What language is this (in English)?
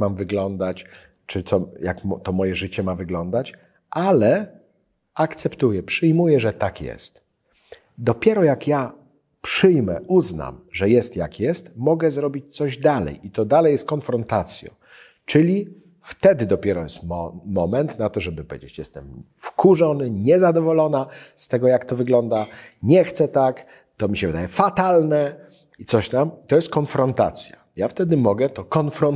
Polish